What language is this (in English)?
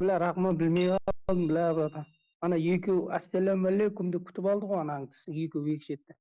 Kara-Kalpak